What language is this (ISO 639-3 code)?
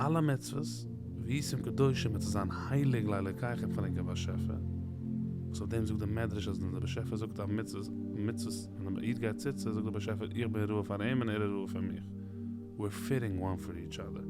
yid